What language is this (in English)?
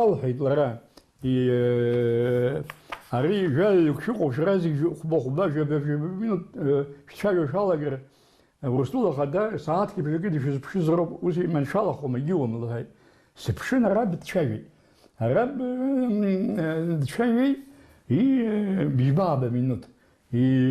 Abkhazian